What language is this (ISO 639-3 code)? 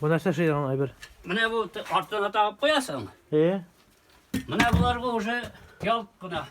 tat